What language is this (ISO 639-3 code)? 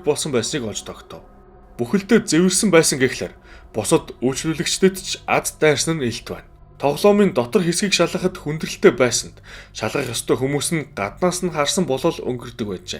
mon